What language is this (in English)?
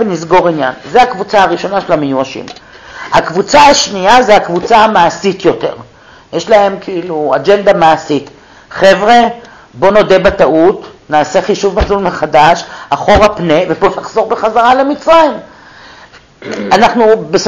Hebrew